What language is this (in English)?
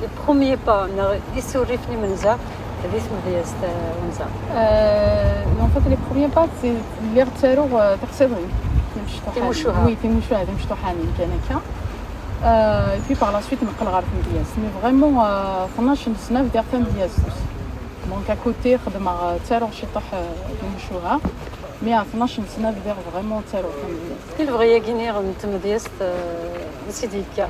Kabyle